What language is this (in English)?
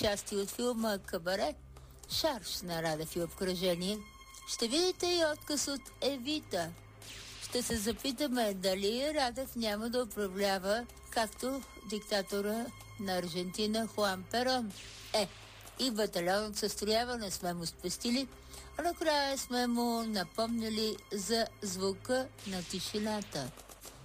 Bulgarian